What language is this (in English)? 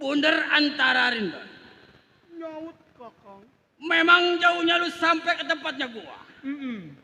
Betawi